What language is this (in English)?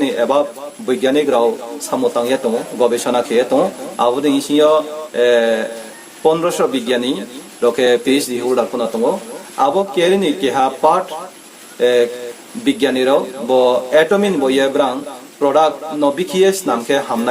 Riang (India)